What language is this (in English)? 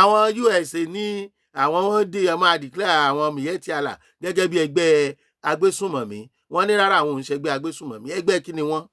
Yoruba